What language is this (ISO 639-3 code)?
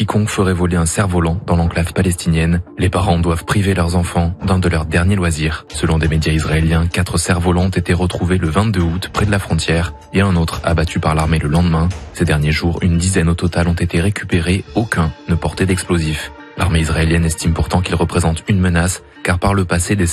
fra